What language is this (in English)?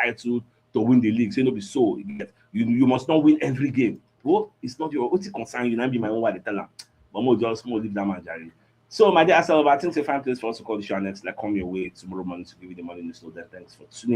Nigerian Pidgin